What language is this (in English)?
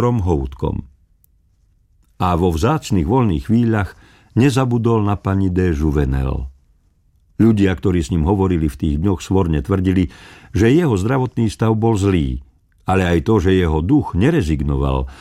Slovak